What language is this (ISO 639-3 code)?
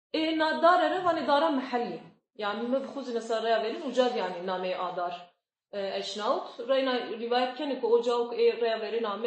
zza